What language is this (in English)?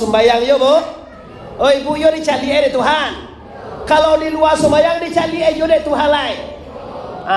Minangkabau